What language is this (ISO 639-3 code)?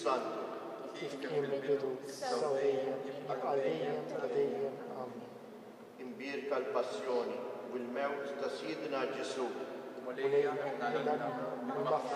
mlt